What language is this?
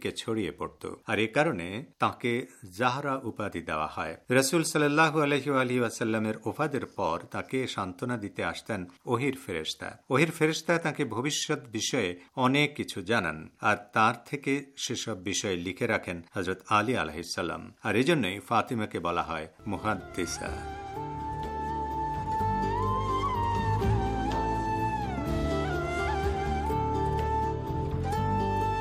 Bangla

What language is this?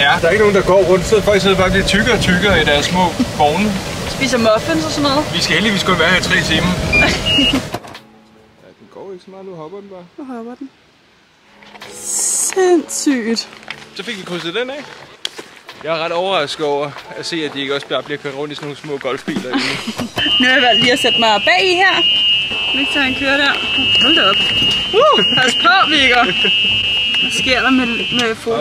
Danish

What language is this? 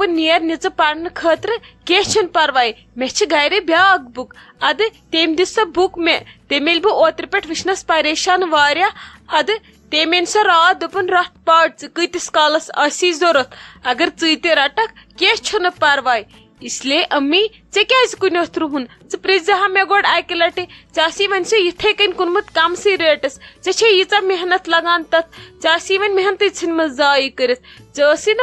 Kashmiri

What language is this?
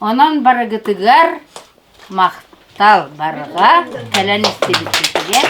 Yakut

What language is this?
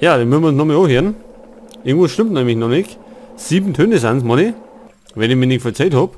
Bavarian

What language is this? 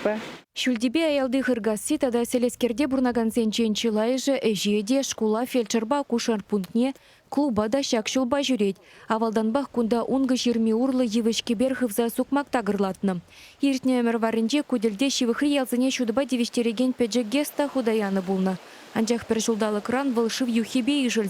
Chuvash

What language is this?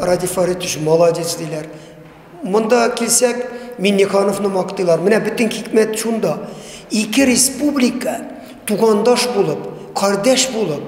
Bashkir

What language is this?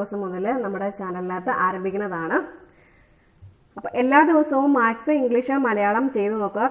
Malayalam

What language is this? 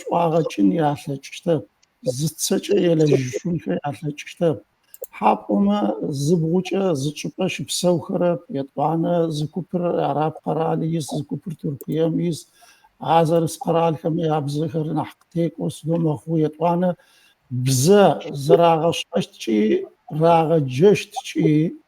Adyghe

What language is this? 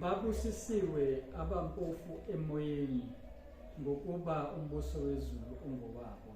Zulu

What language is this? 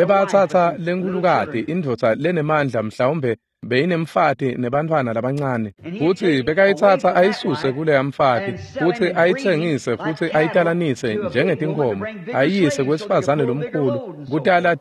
Swati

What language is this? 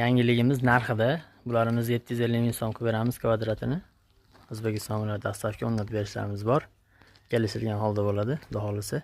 Uzbek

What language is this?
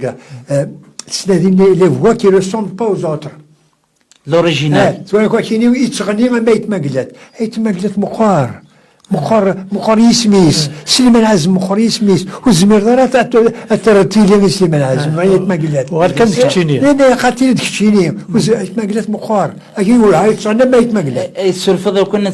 Kabyle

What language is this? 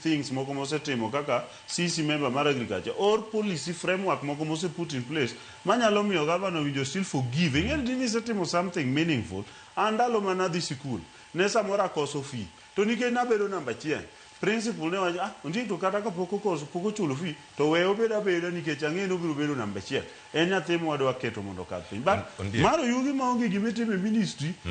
Luo (Kenya and Tanzania)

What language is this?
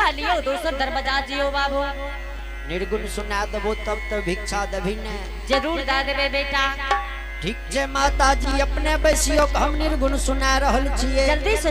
Angika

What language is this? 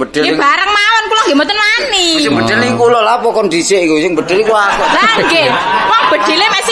Javanese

